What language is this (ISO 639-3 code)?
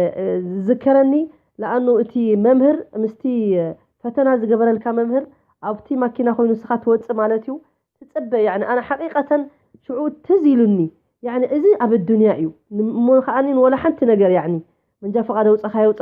tir